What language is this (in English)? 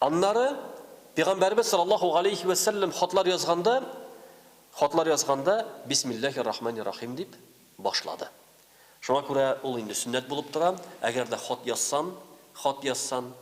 Tatar